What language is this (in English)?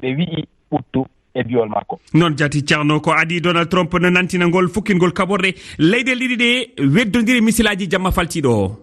Fula